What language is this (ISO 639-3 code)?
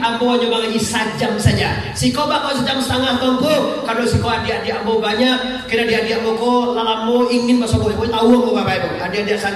min